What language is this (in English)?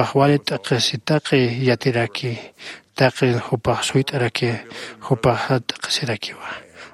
Aymara